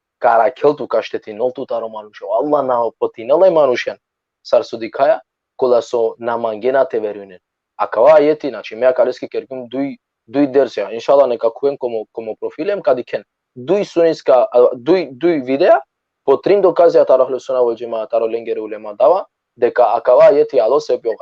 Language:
Balkan Romani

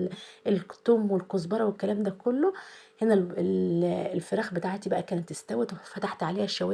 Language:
Egyptian Arabic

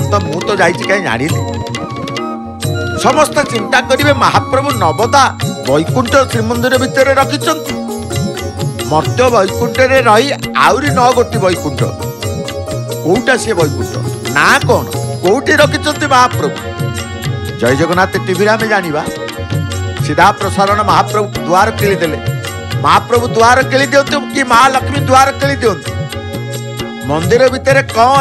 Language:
Odia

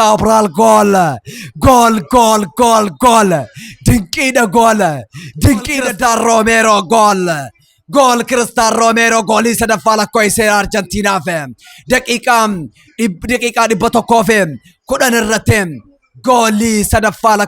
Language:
Oromo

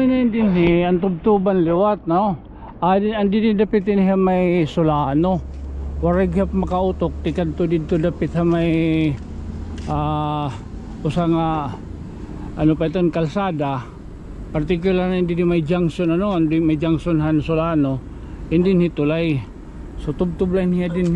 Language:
Waray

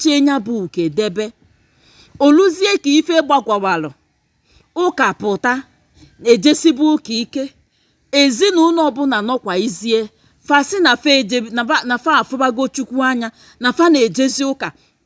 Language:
Igbo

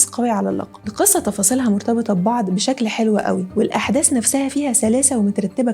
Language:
Egyptian Arabic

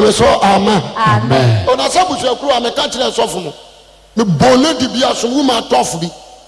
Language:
Akan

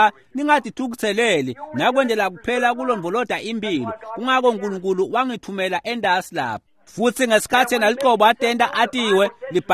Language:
Swati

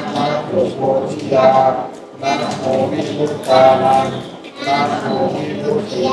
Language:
Northeastern Thai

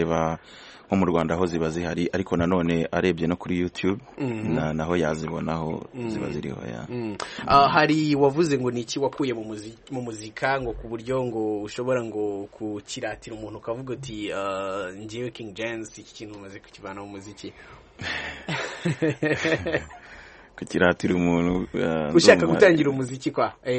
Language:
Kinyarwanda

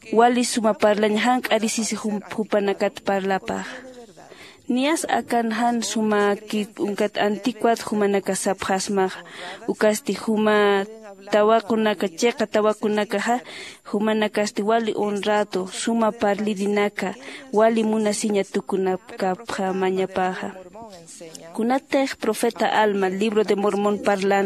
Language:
Aymara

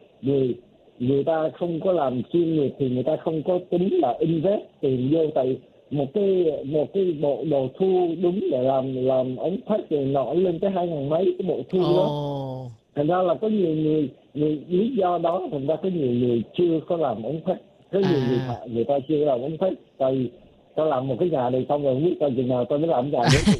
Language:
Vietnamese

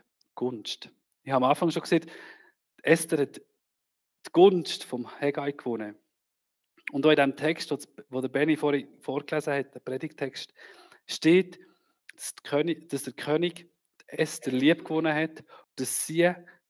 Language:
Swiss German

